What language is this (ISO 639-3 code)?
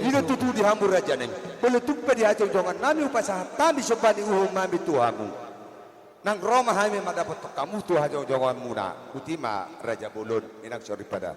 bbc